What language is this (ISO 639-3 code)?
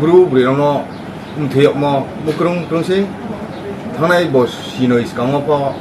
ria